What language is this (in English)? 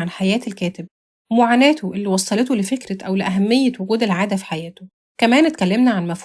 Egyptian Arabic